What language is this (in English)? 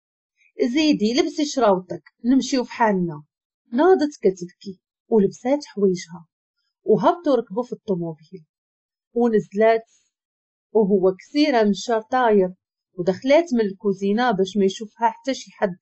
Moroccan Arabic